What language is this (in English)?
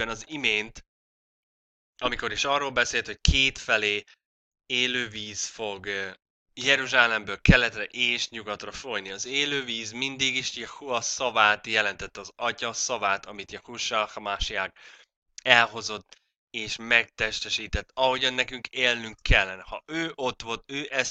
Hungarian